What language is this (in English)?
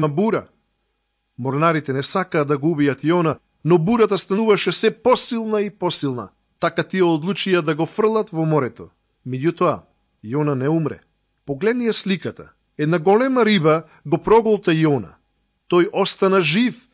Macedonian